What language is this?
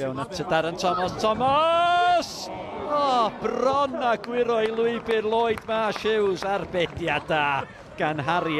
Welsh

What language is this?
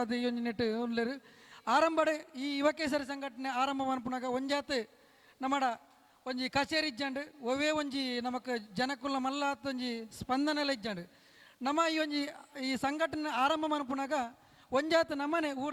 Tulu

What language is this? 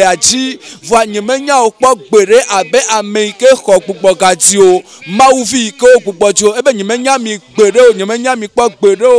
Ewe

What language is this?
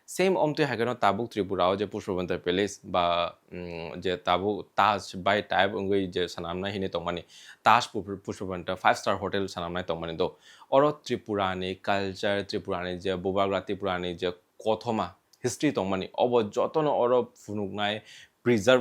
Kok Borok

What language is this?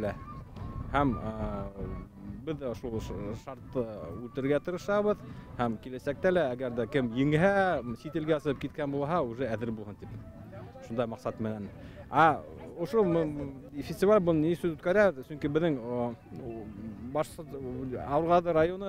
Bashkir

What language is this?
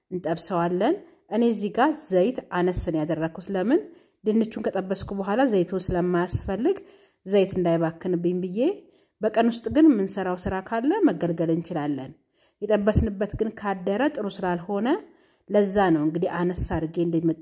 Amharic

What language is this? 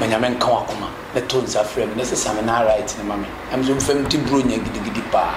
Akan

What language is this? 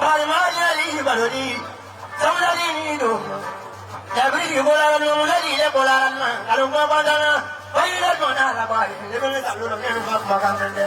Bambara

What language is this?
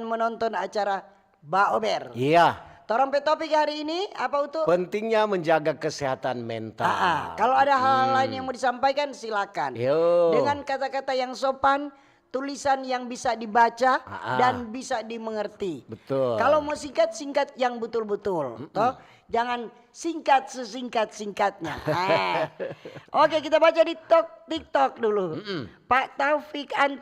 Manado Malay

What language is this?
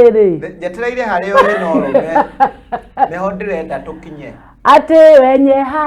Kikuyu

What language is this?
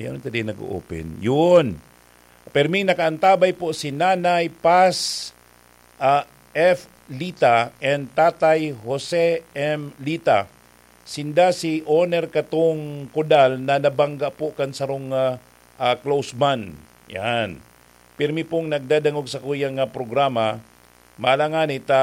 Bikol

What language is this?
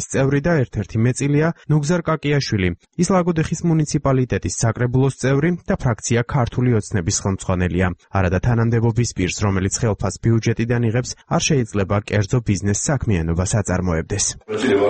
Georgian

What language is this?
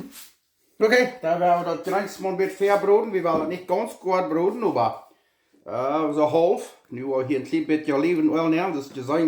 Plautdietsch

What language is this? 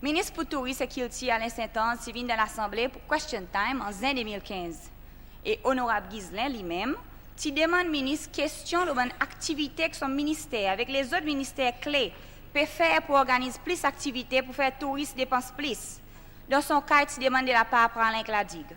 Seselwa Creole French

